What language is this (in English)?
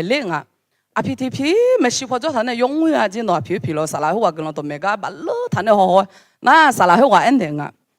Akha